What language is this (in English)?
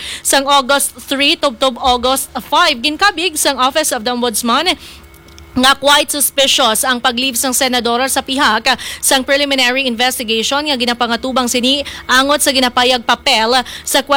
Hiligaynon